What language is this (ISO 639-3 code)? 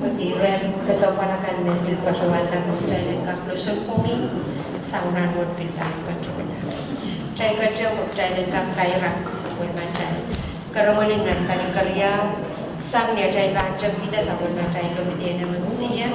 pon